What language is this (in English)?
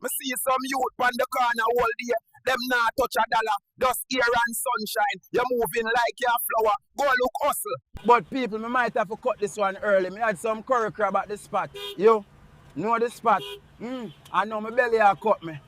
Jamaican Creole English